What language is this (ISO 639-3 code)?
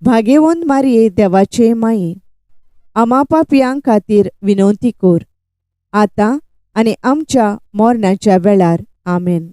kok